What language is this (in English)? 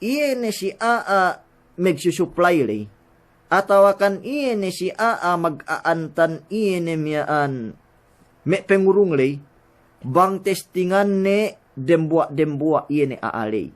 Yakan